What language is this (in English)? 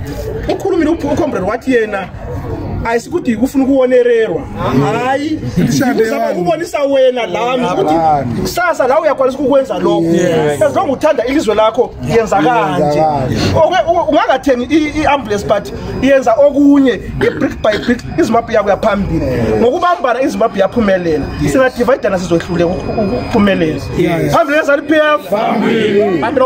North Ndebele